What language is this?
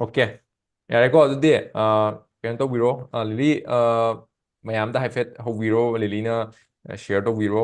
Manipuri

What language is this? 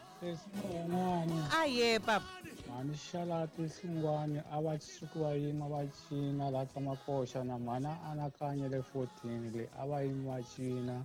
Tsonga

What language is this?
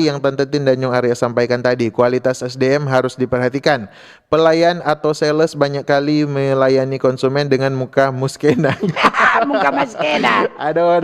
Manado Malay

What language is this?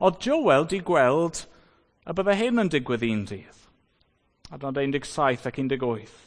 Welsh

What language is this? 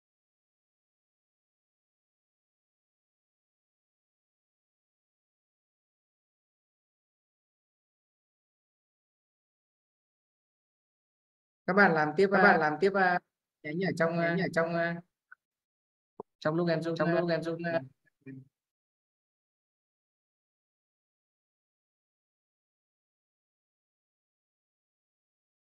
Vietnamese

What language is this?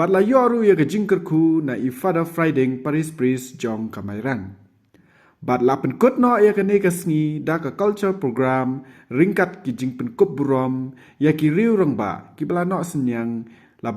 Khasi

